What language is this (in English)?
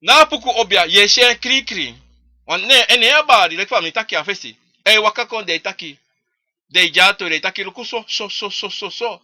Sranan Tongo